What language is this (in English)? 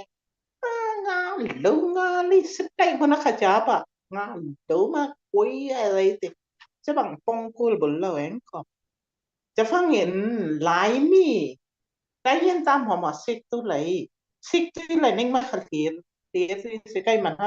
Falam Chin